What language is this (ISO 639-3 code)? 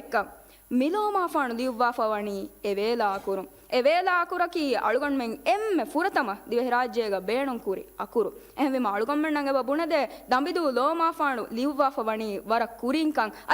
div